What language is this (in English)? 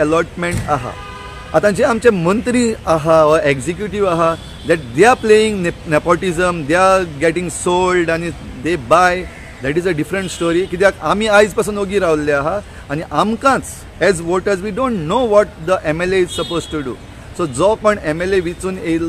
Konkani